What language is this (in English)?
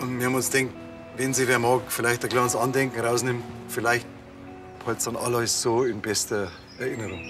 Bavarian